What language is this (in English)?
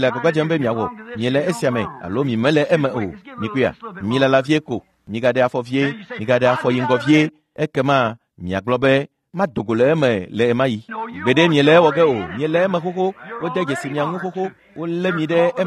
Ewe